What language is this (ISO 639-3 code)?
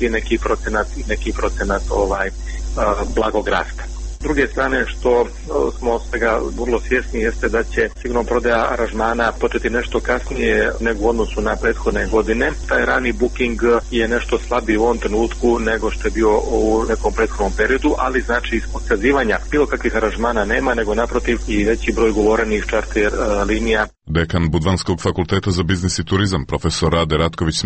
srp